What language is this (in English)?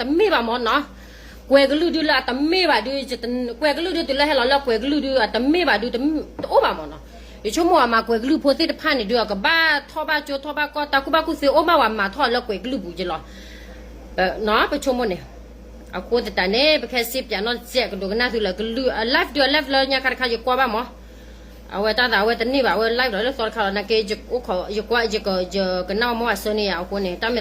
S'gaw Karen